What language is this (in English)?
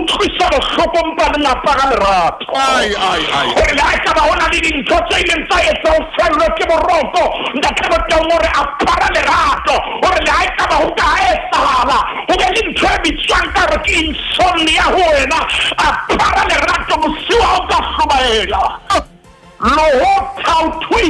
Southern Sotho